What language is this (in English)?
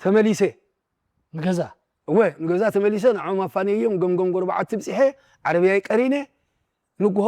Tigrinya